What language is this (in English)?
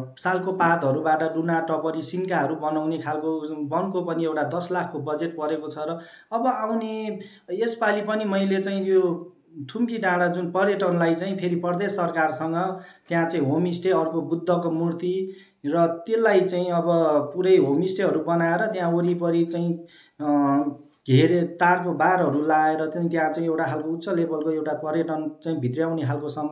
Nepali